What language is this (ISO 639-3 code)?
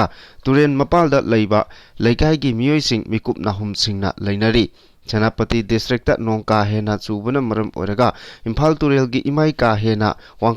mni